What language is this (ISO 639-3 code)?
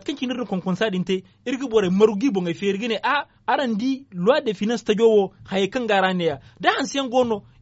dje